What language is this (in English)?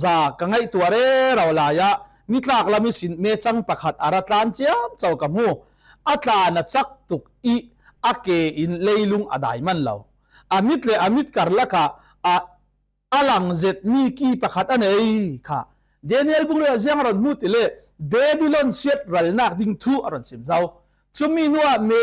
Falam Chin